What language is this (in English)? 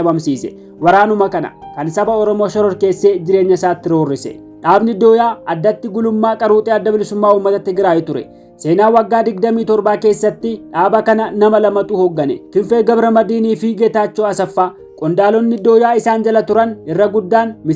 Oromo